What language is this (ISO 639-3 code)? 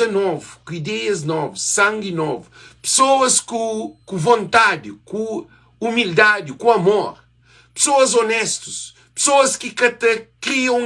kea